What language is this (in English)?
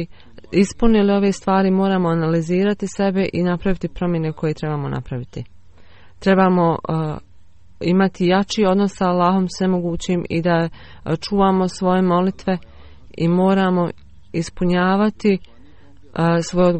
Bosnian